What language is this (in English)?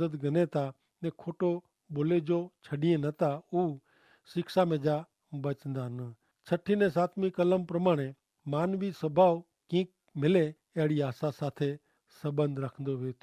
Kachhi